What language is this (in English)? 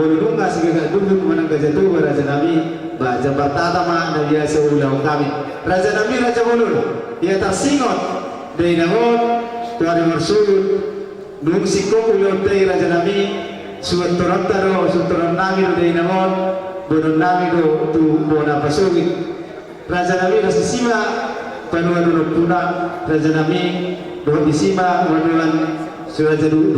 Batak Toba